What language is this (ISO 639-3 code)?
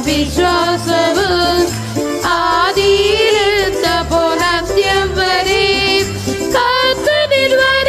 mal